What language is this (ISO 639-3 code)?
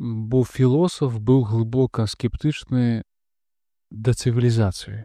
bel